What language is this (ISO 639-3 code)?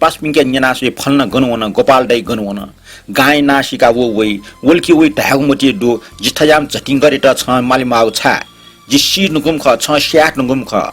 new